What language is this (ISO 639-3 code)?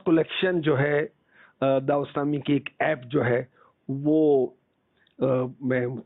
urd